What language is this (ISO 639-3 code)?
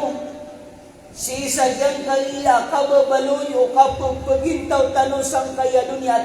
mrw